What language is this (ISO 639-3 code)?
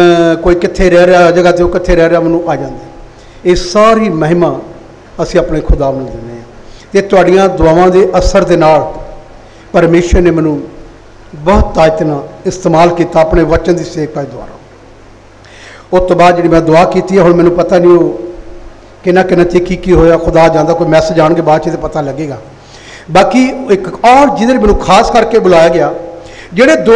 pan